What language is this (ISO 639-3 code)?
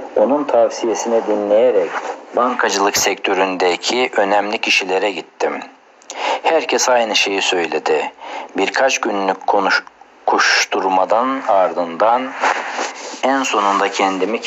tur